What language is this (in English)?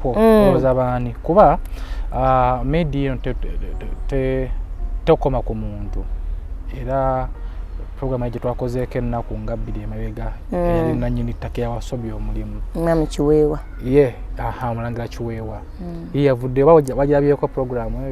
Ganda